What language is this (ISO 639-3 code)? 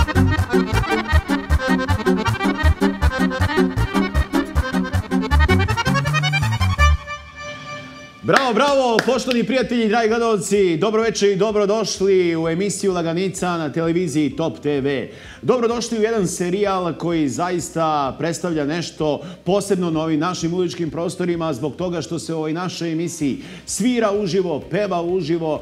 srp